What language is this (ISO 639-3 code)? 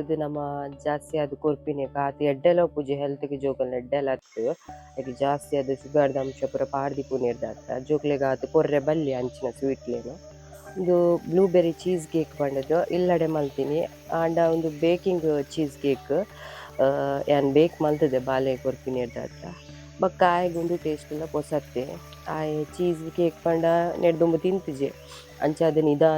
tcy